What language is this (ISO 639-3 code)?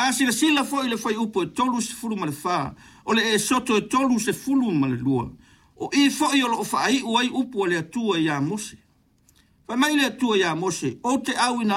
smo